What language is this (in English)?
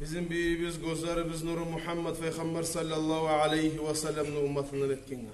Kumyk